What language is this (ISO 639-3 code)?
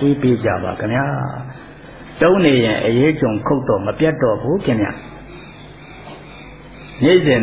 mya